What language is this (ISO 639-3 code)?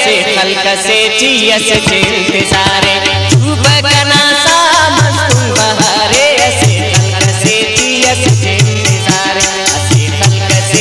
brh